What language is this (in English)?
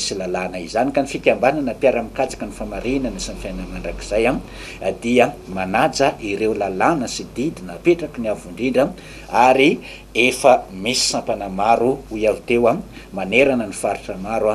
Malagasy